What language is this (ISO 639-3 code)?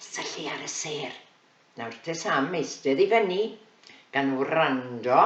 cym